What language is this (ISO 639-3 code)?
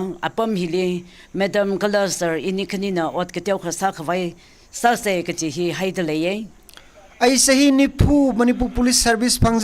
nmf